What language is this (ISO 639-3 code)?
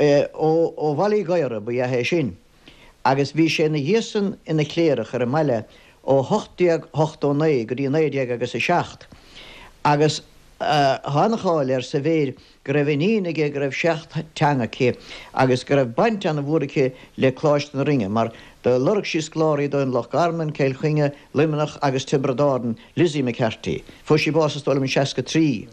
gle